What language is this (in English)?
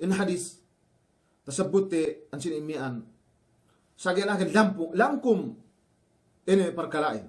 Yakan